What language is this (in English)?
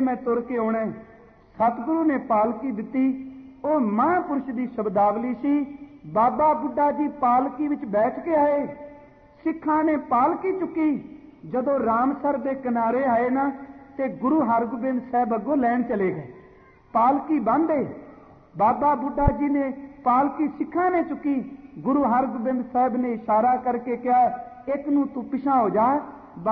Punjabi